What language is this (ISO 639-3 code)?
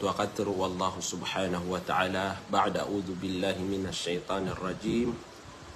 mrw